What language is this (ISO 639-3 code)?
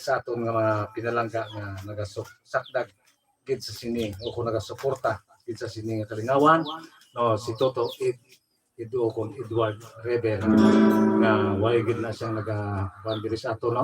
hil